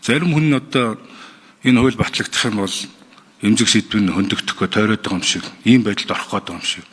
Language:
Mongolian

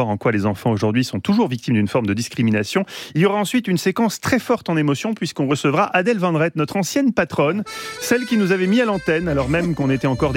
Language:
French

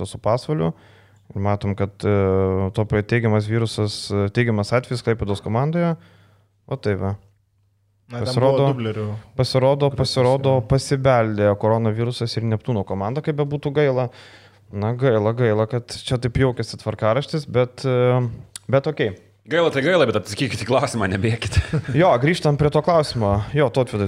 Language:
Lithuanian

